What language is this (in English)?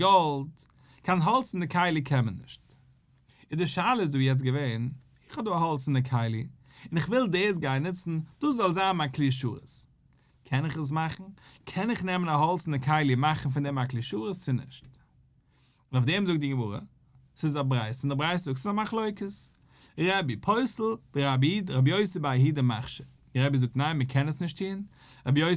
Yiddish